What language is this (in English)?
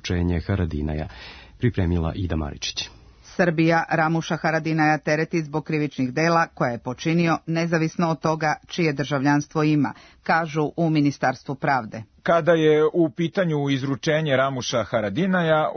Serbian